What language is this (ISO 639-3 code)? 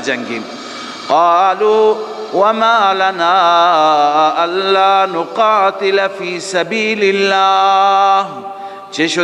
fas